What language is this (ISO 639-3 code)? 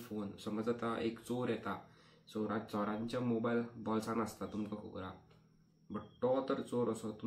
kok